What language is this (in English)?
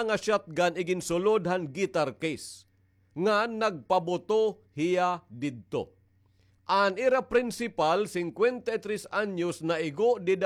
Waray